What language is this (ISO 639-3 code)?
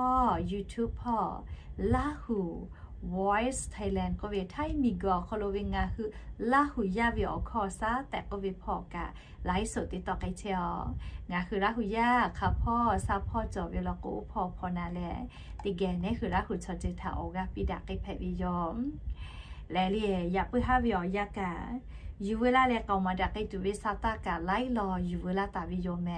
lhu